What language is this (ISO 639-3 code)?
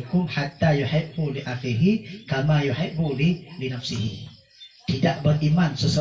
ace